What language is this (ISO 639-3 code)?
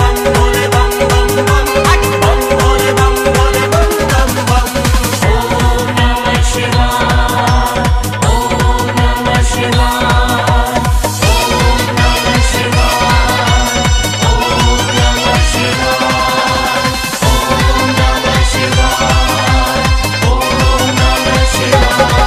bho